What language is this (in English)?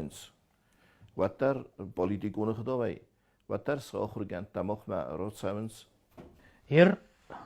Ossetic